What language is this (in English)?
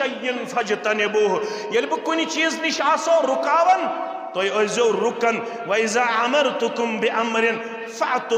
Kashmiri